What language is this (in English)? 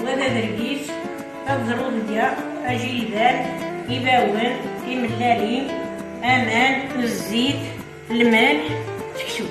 Kabyle